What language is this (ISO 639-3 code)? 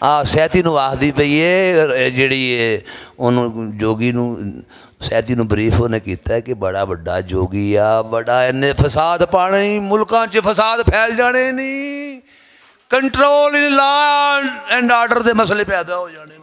lah